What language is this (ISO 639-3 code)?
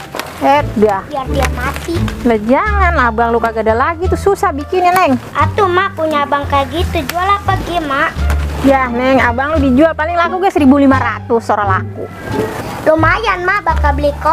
bew